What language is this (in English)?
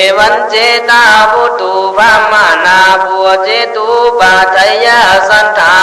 Khün